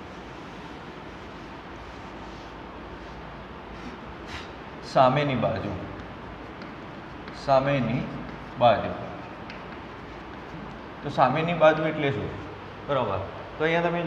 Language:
Gujarati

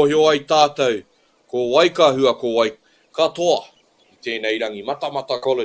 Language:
Māori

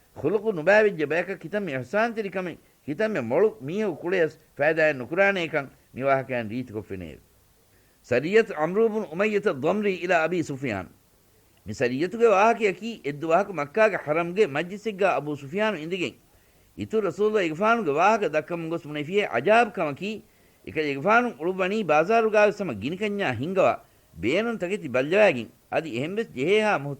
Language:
Divehi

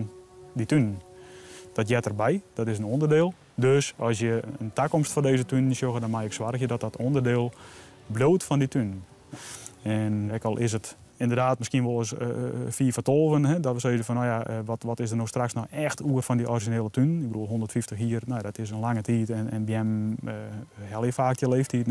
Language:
Western Frisian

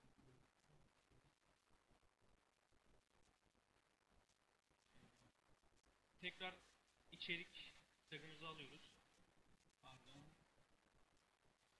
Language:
Turkish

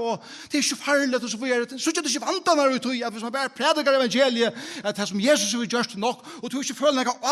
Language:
Faroese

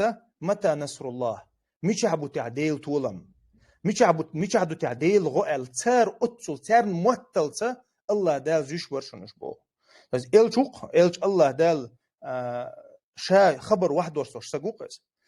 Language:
Chechen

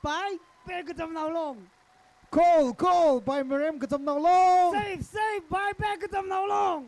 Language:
Tangkhul Naga (India)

